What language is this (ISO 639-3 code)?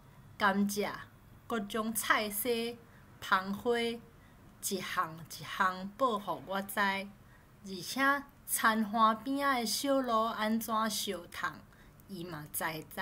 nan